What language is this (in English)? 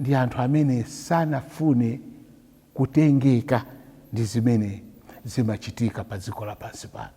Nyanja